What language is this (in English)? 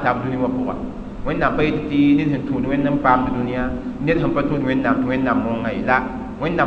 Mossi